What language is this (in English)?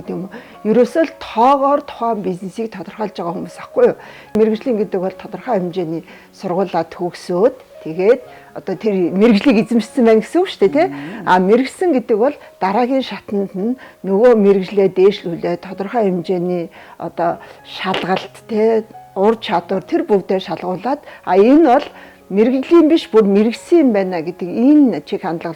Mongolian